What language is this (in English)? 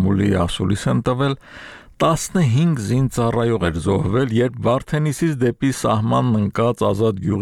Armenian